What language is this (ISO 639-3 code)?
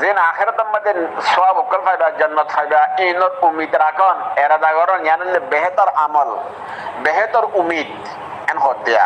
rhg